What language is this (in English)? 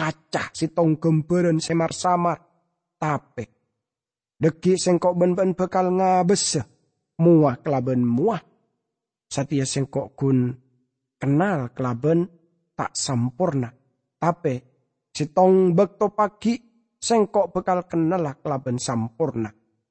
Madurese